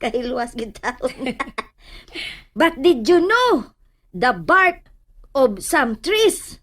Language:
Cebuano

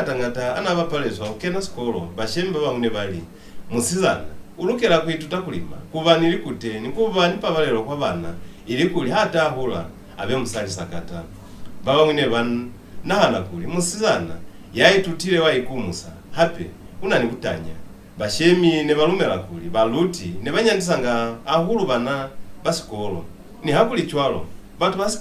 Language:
Lozi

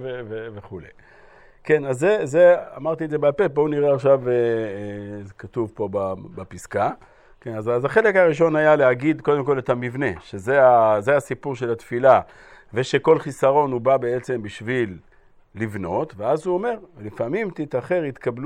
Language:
Hebrew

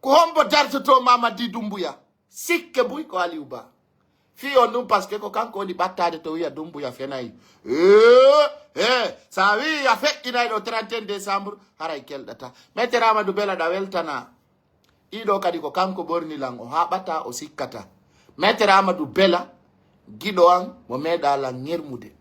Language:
Fula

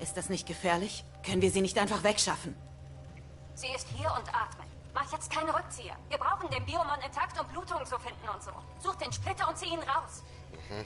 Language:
Swiss German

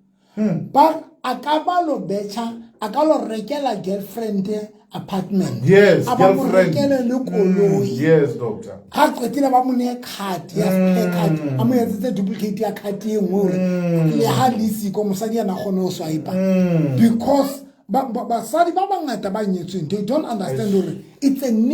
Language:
Southern Sotho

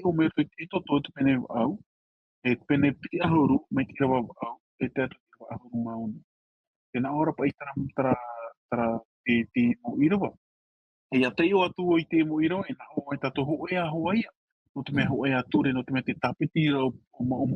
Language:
Tahitian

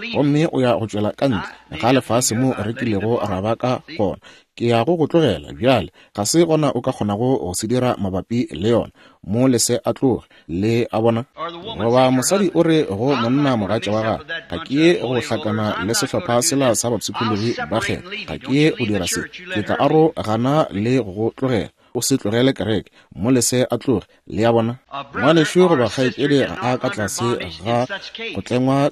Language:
Northern Sotho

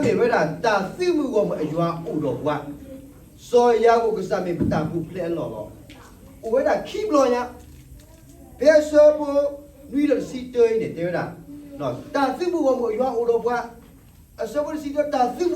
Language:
S'gaw Karen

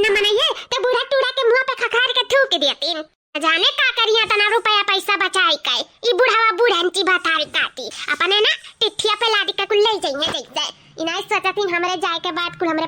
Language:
Awadhi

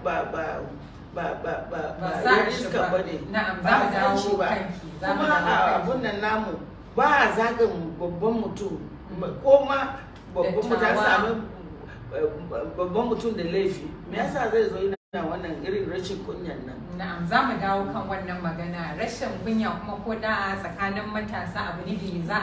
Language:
Hausa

